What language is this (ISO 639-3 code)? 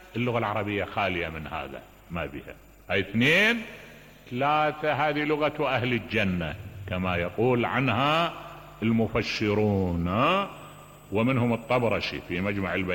acm